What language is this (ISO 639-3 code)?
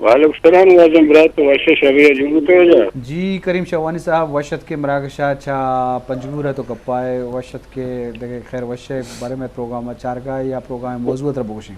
bgp